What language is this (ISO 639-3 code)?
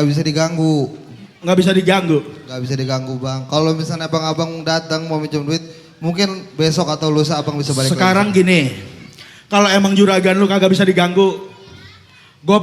bew